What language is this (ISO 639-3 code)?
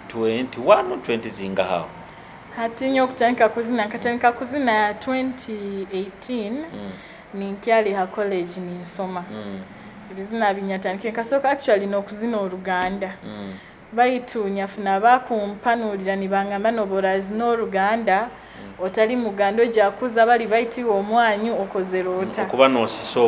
nyo